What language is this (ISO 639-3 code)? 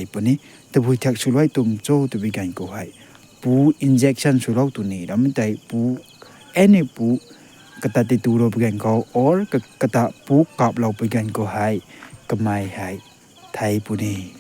nbu